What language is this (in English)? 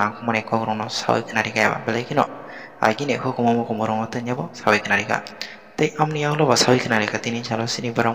Kok Borok